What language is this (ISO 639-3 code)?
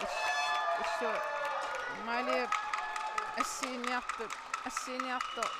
kal